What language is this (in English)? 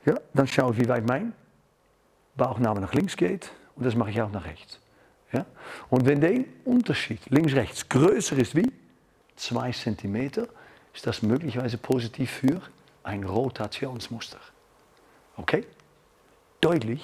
German